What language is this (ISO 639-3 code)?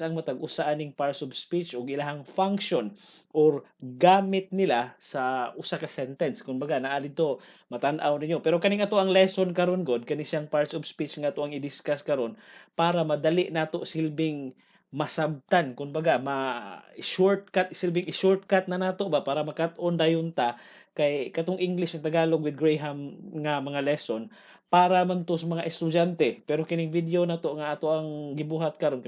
ceb